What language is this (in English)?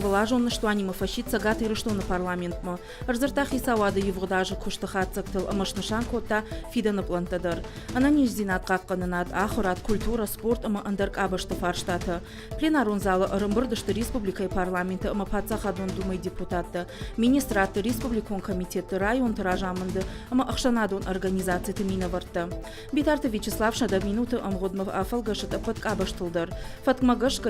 Ossetic